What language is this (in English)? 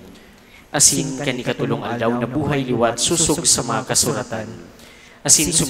Bikol